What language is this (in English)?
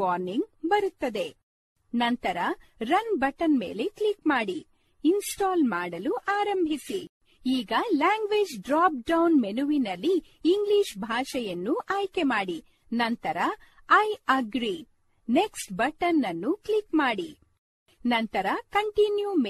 Kannada